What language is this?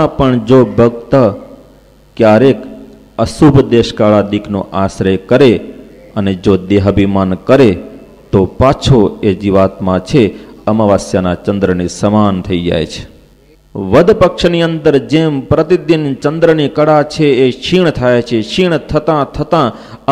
Gujarati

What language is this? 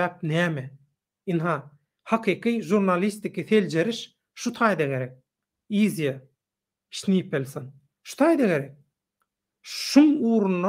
Turkmen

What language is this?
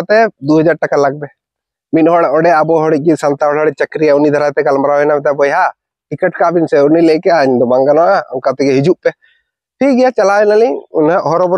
Santali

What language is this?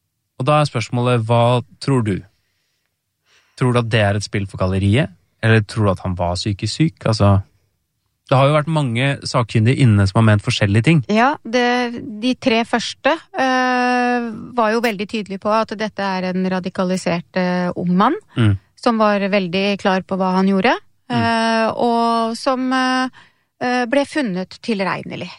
Norwegian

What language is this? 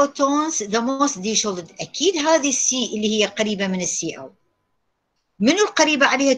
Mesopotamian Arabic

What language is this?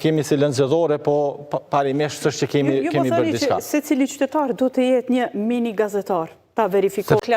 Albanian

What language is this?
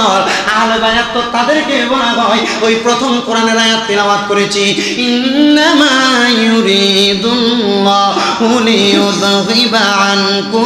Bangla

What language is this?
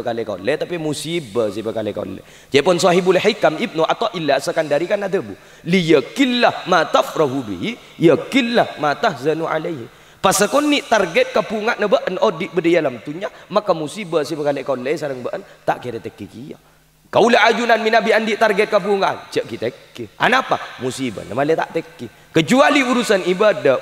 Madurese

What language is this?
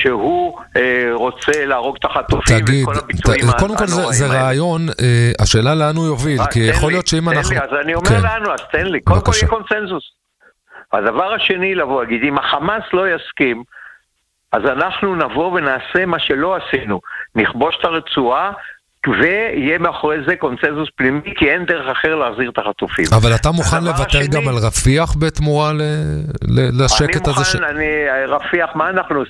Hebrew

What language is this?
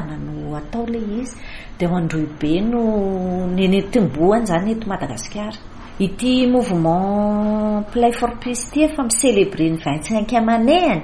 Malagasy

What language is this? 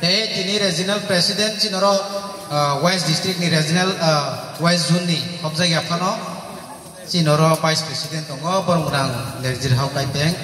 Kok Borok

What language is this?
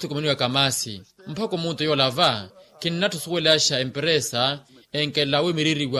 Makhuwa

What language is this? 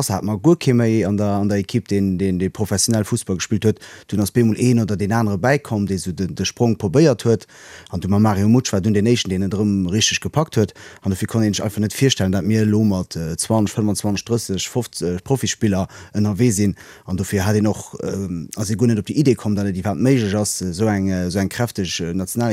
Luxembourgish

